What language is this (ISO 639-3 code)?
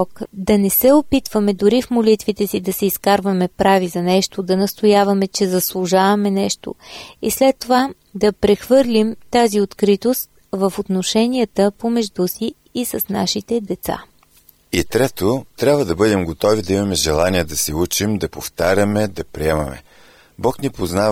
bul